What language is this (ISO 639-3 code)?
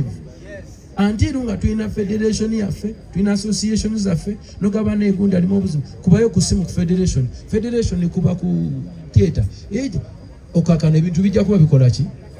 lug